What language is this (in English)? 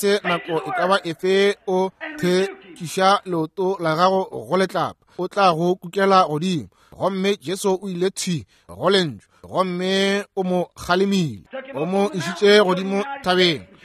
Northern Sotho